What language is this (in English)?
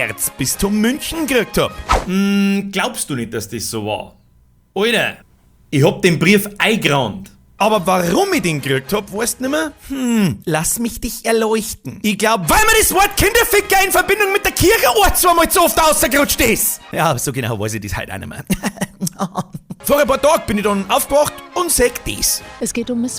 Bavarian